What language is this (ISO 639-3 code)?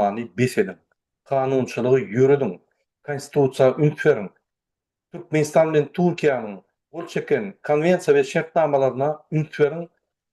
tuk